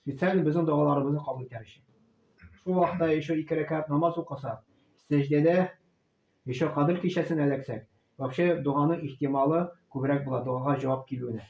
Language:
Tatar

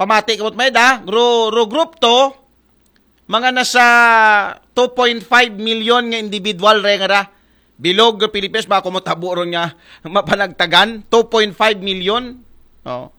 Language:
Aklanon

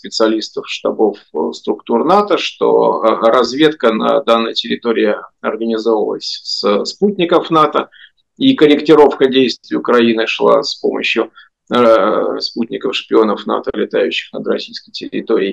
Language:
Russian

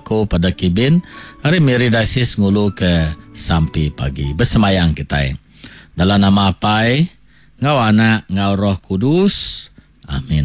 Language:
Iban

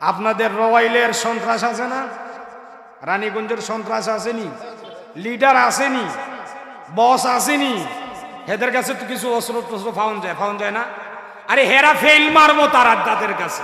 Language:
Sylheti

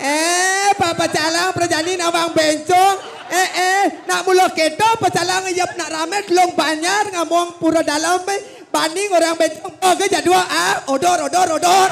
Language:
Balinese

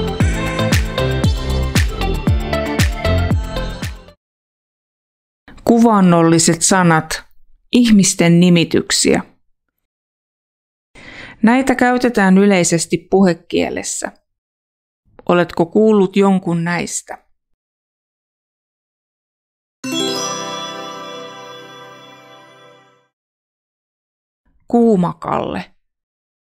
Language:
Finnish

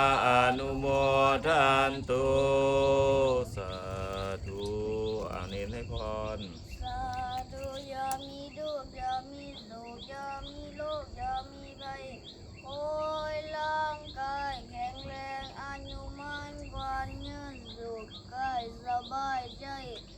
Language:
Lao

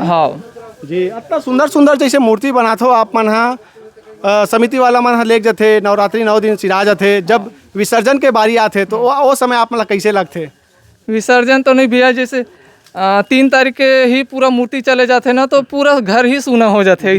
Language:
Chhattisgarhi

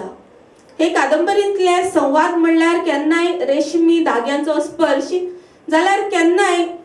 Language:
Konkani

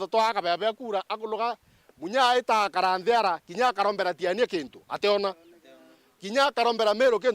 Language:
Meru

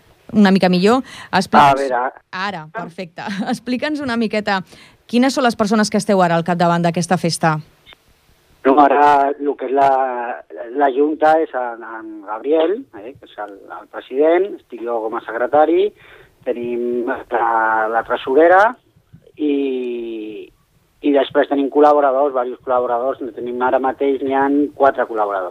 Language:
Catalan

